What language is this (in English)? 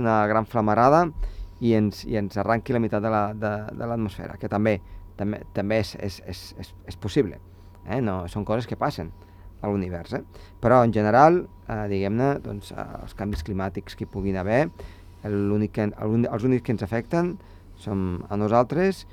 Catalan